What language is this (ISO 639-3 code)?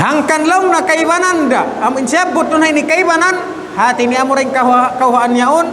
tsg